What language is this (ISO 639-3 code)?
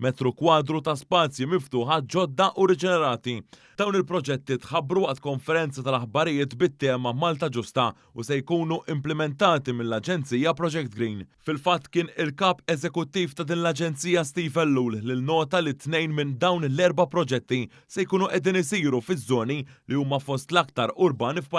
mlt